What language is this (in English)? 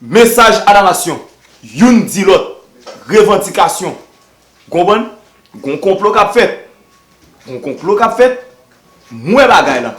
Haitian Creole